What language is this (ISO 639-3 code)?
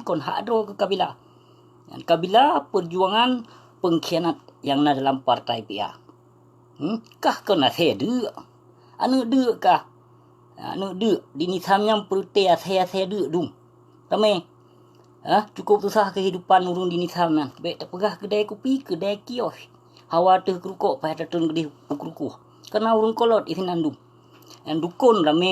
ace